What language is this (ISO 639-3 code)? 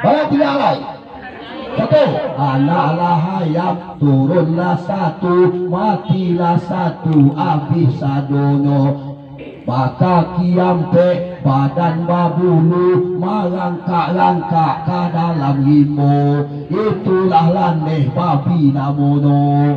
min